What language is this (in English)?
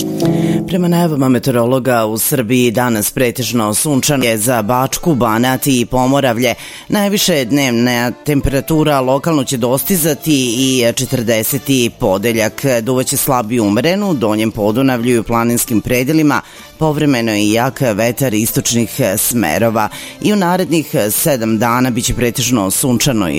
Serbian